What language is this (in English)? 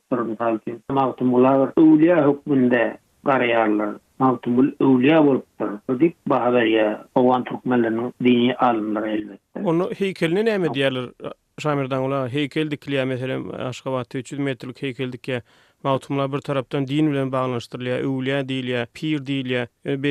Turkmen